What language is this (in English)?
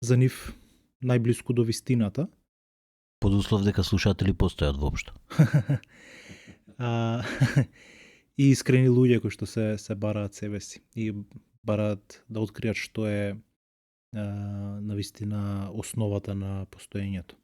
Macedonian